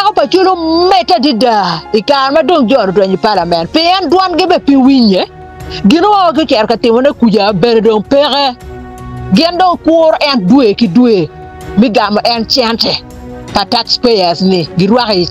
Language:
Acoli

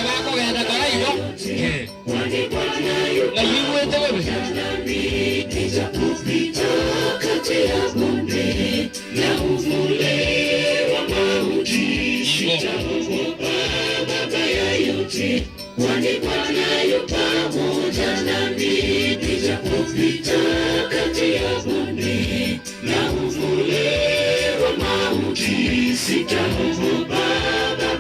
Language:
Gusii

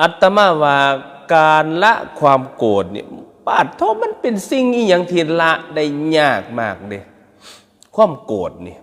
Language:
Northeastern Thai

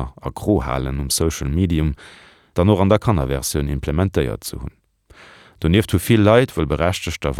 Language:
Luxembourgish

